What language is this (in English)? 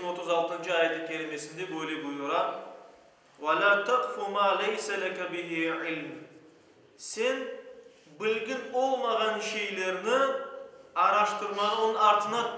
Crimean Tatar